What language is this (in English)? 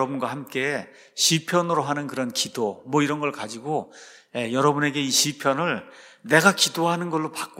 Korean